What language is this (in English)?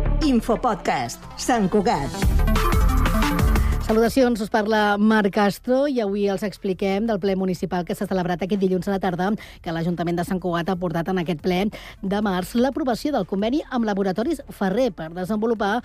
Catalan